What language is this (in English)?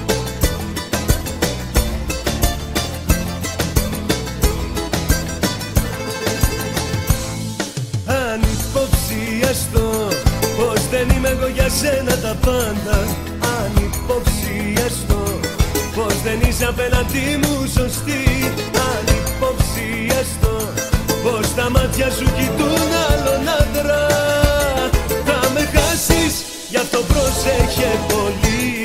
Greek